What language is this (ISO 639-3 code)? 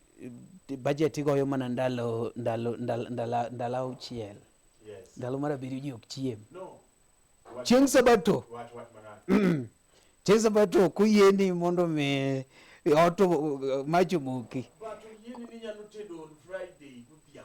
luo